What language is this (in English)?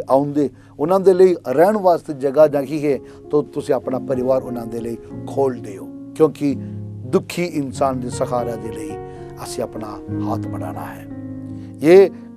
Punjabi